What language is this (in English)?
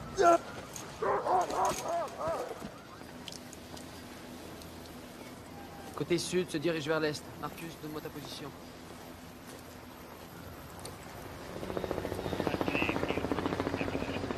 French